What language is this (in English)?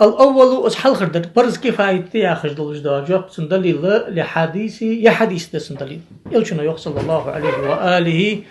Ingush